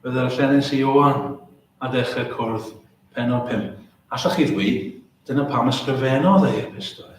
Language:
Welsh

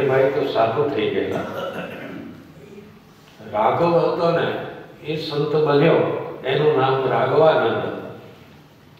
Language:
Gujarati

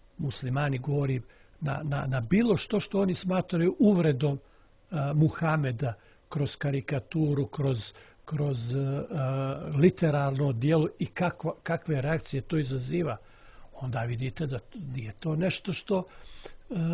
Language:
Bosnian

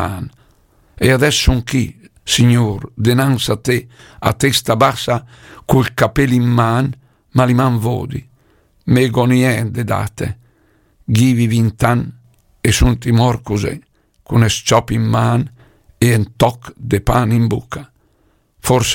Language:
Lombard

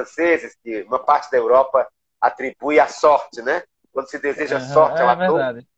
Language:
Portuguese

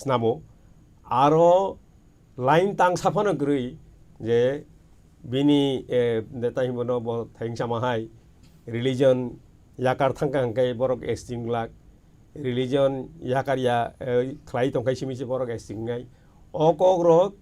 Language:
Kok Borok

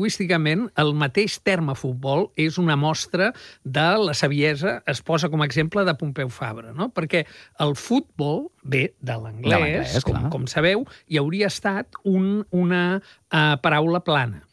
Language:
Catalan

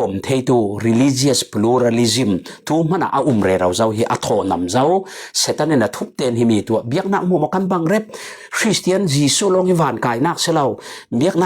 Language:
Falam Chin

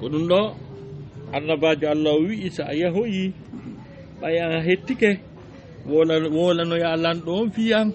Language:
Fula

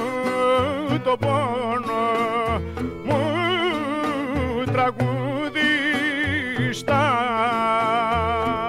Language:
Greek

